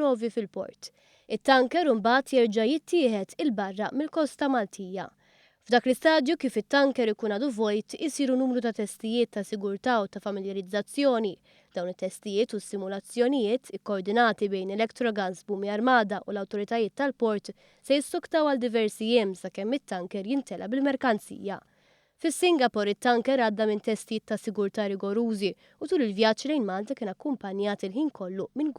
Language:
Maltese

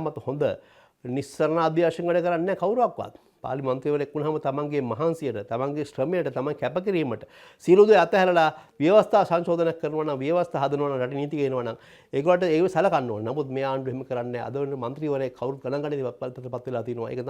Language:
Sinhala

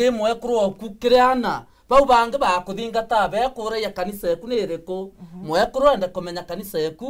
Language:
Meru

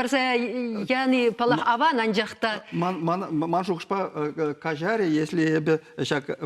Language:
Chuvash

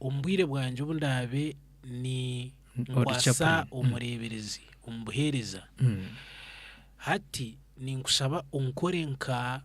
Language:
Nyankole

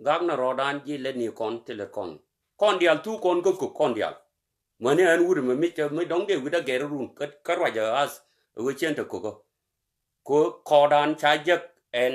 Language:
Nuer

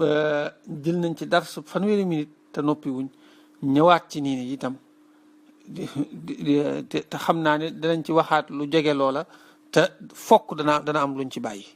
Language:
Wolof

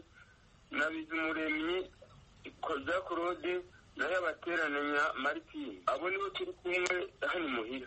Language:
Kinyarwanda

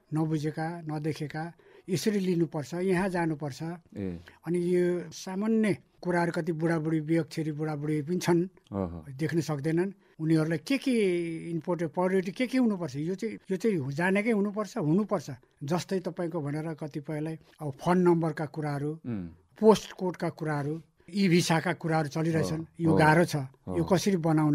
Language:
Nepali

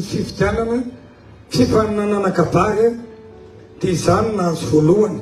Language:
Malagasy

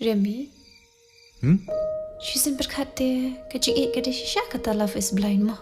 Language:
Khasi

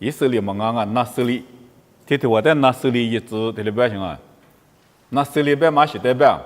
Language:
Lisu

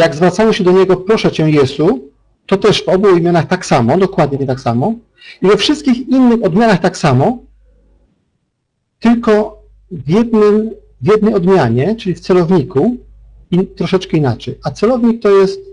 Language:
Polish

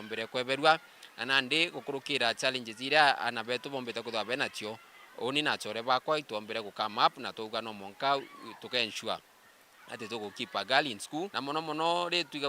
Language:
Meru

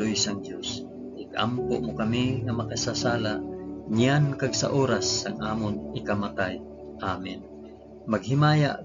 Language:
Hiligaynon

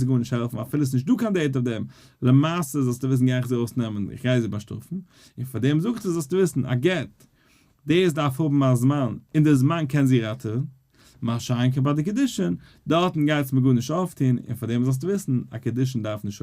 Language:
Yiddish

